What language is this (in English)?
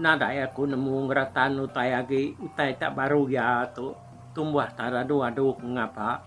Iban